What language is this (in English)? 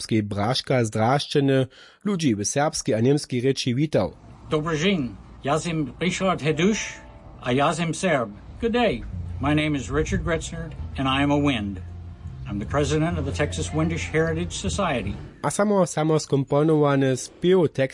Upper Sorbian